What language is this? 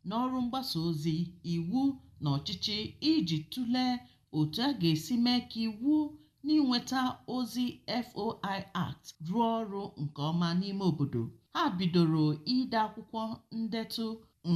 Igbo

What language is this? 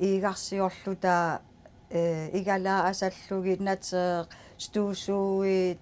Kalaallisut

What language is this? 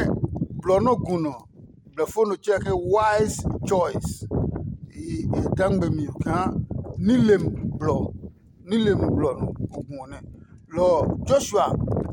Adangme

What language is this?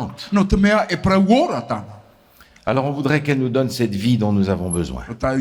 Tahitian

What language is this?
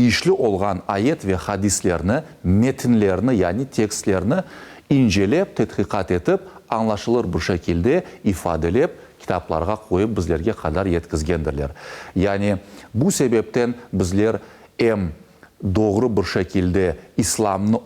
Crimean Tatar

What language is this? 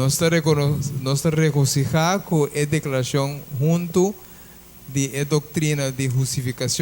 Papiamento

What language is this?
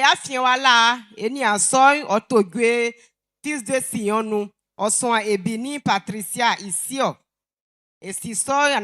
Baoulé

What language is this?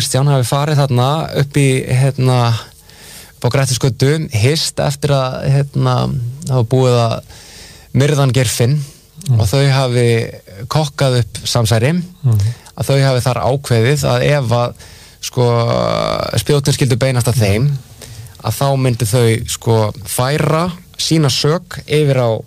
Icelandic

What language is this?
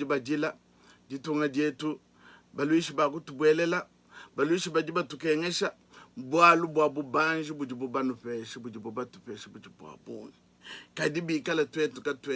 Luba-Lulua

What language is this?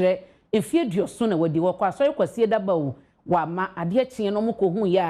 Akan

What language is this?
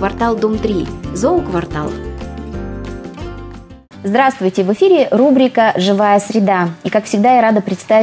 Russian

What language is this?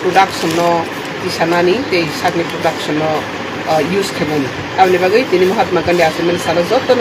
Kok Borok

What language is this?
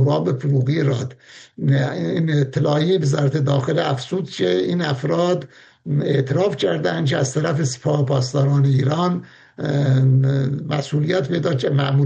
Persian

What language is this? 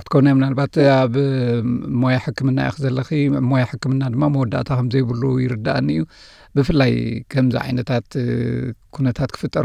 Tigrinya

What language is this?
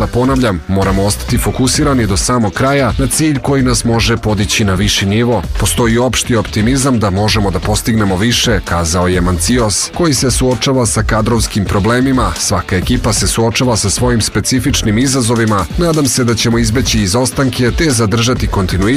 Serbian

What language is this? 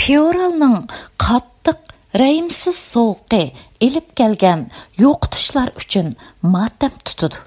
Uyghur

